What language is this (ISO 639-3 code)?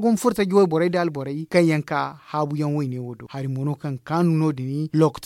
dje